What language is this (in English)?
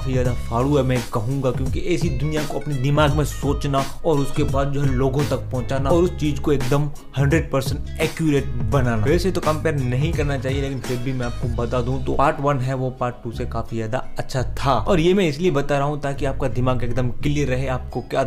Hindi